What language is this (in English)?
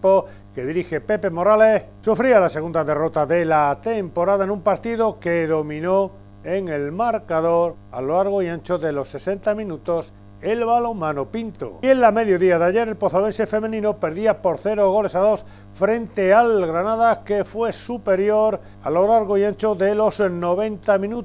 Spanish